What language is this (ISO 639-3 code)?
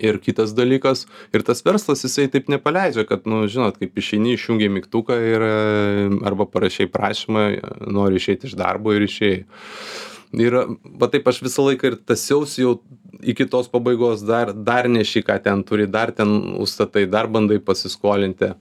lit